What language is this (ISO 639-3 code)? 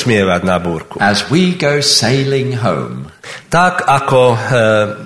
slk